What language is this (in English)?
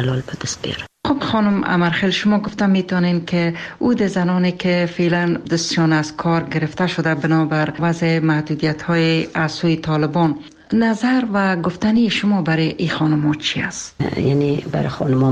Persian